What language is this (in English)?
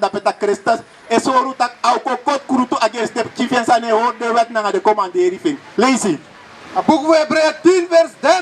Sranan Tongo